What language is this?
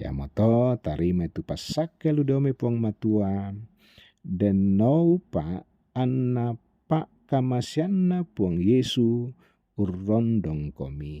Toraja-Sa'dan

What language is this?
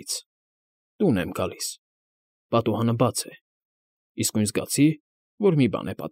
Armenian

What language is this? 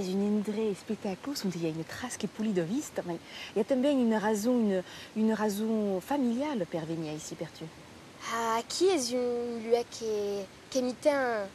Occitan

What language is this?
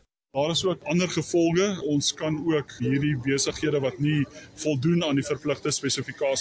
Afrikaans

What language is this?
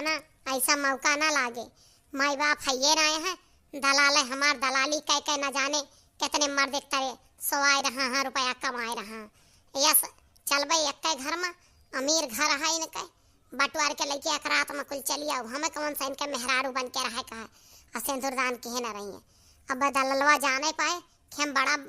Awadhi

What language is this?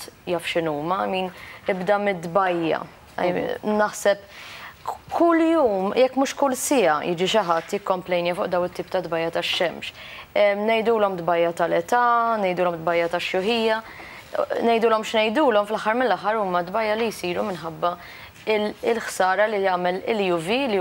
Maltese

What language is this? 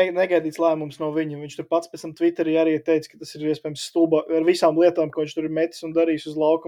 Latvian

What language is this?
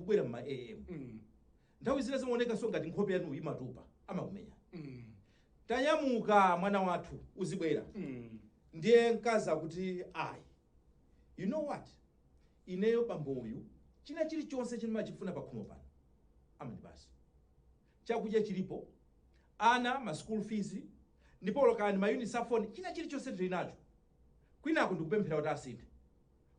Nyanja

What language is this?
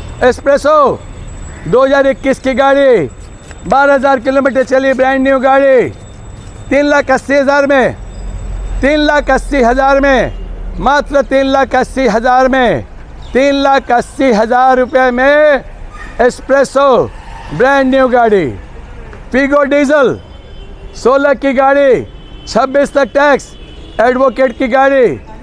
Hindi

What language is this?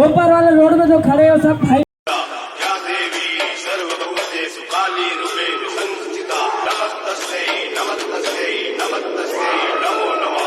Chhattisgarhi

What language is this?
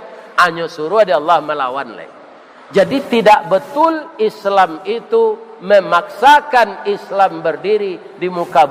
Minangkabau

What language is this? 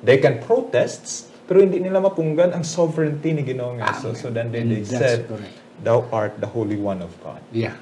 Hiligaynon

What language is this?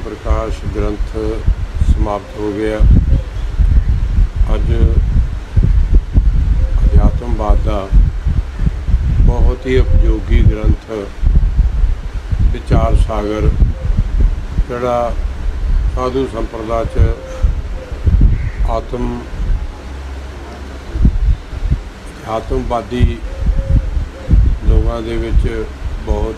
Punjabi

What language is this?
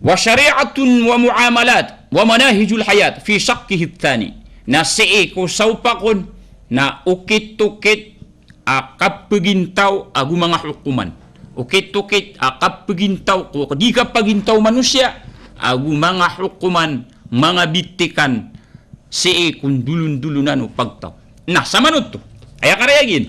Maranao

